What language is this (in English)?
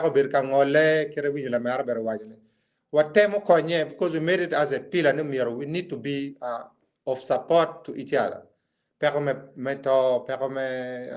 Acoli